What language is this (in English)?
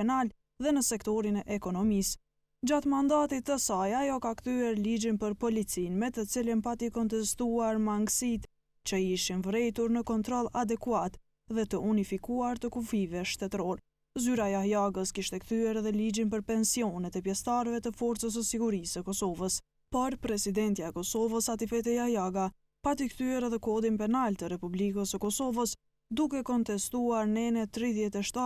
Albanian